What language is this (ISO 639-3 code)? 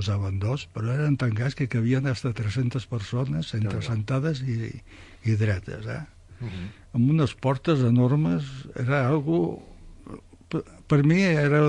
cat